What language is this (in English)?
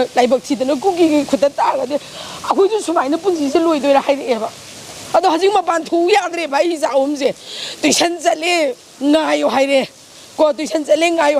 Manipuri